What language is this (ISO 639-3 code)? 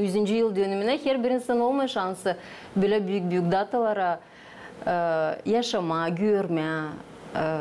gag